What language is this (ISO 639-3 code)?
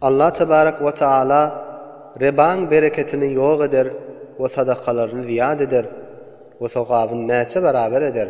tuk